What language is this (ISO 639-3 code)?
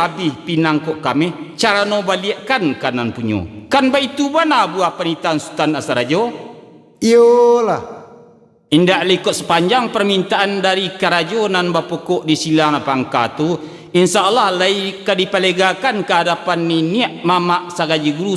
min